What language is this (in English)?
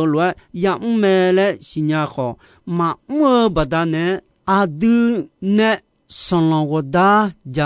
Akha